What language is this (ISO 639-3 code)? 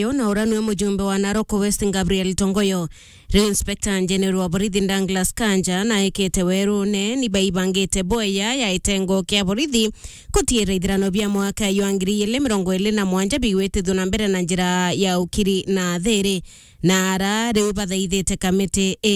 mer